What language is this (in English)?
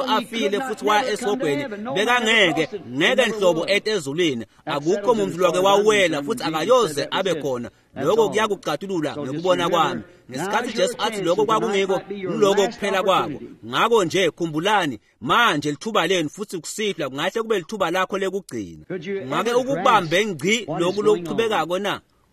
Swati